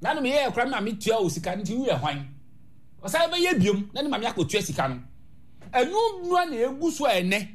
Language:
Akan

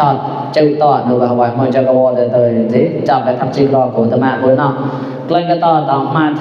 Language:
Mon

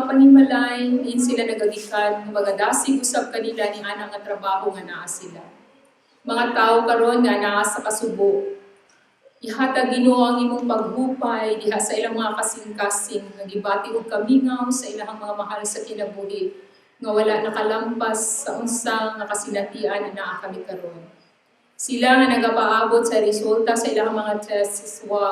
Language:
Cebuano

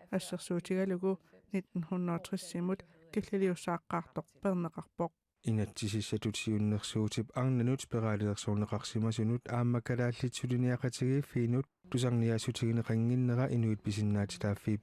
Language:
Kalaallisut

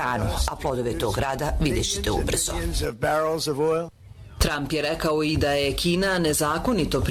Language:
Bosnian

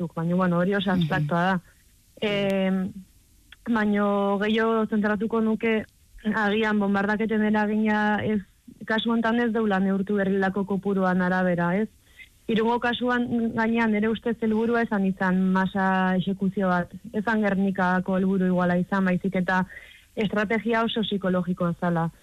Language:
Basque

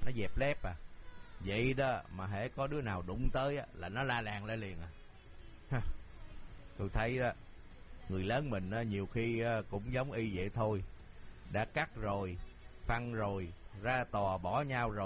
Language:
Vietnamese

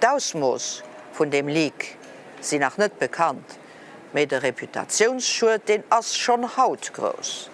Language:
Luxembourgish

